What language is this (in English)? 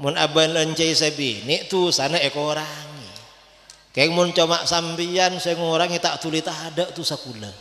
Madurese